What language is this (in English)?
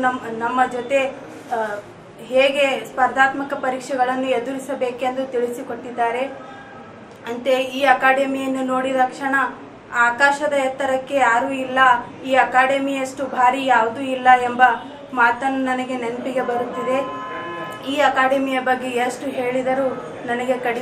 Kannada